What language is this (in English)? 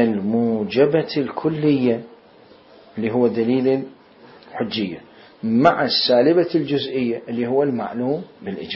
Mesopotamian Arabic